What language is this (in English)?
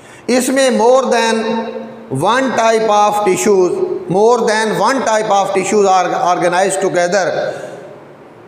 Hindi